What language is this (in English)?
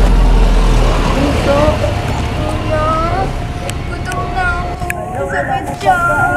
Filipino